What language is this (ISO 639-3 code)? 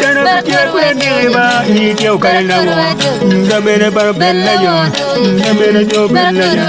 ach